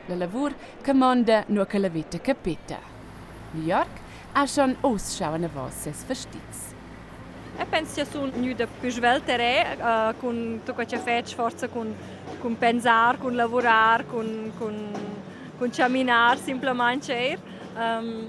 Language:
Romansh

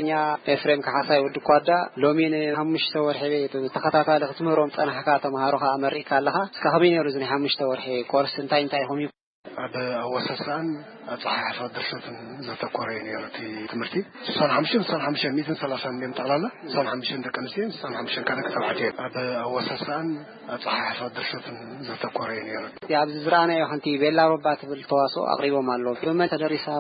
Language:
Tigrinya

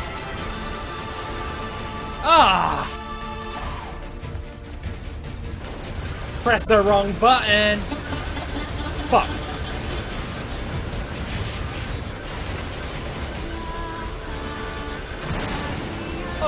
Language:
English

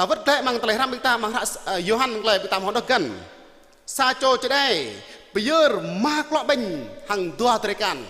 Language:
Jarai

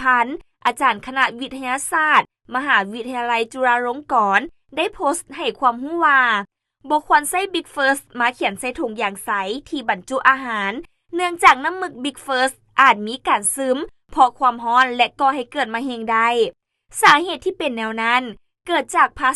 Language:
Lao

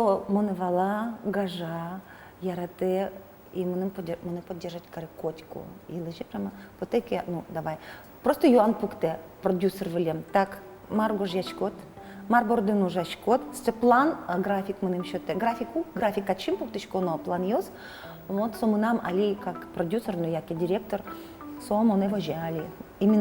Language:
Udmurt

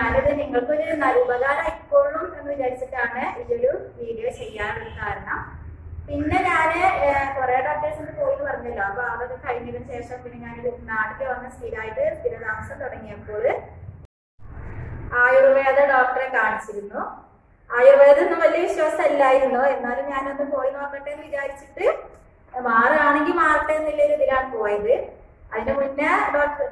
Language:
Malayalam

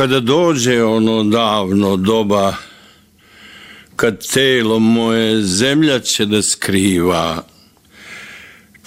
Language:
Bosnian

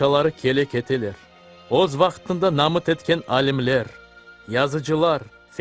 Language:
Crimean Tatar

